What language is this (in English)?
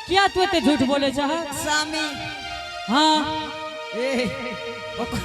Angika